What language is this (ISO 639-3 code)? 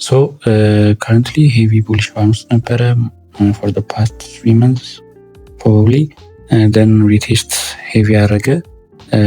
amh